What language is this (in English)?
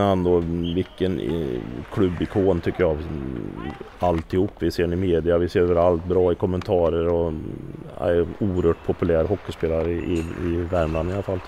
Swedish